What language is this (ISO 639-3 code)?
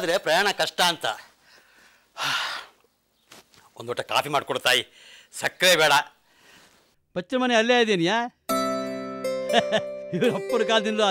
kan